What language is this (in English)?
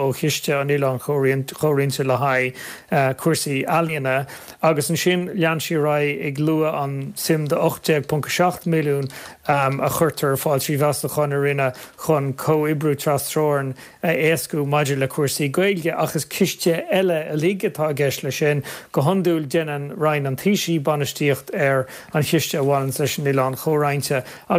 Irish